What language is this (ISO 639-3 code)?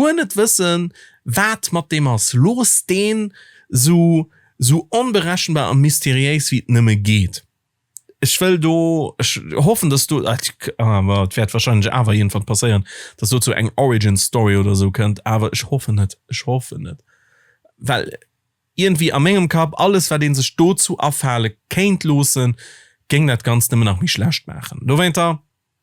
ltz